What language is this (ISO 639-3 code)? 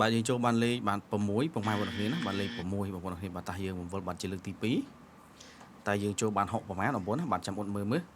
khm